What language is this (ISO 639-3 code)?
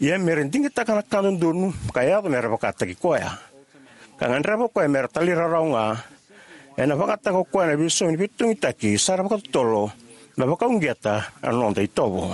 fij